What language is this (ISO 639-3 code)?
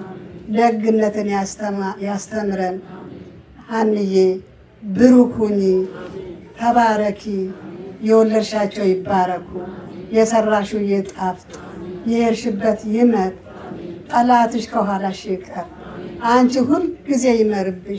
amh